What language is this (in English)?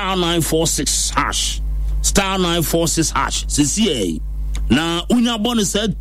Akan